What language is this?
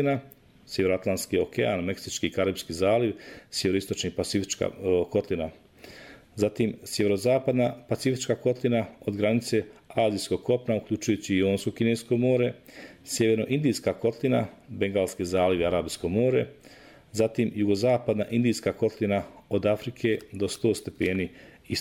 Serbian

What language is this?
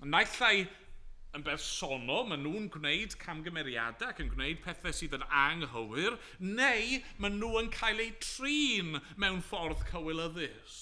Welsh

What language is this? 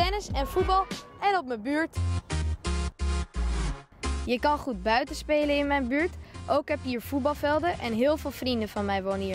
Dutch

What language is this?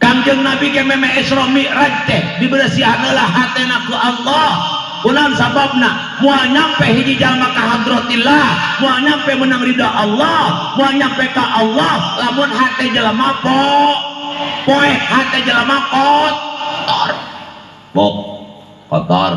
Sundanese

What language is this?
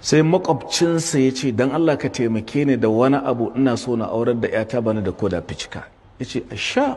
Hausa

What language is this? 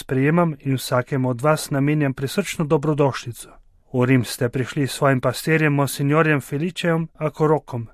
Slovenian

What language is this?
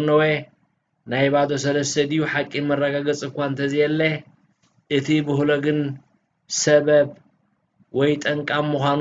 Tigrinya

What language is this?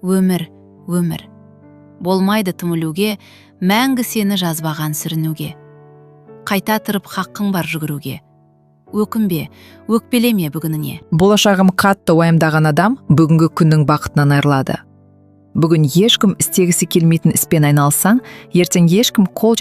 Kazakh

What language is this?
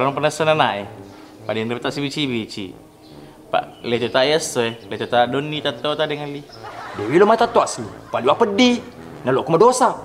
Buginese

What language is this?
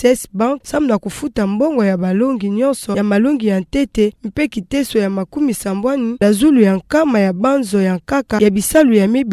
Kituba (Democratic Republic of Congo)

